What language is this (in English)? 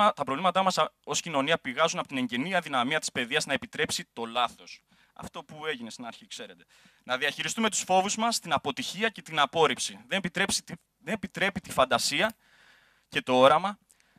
Greek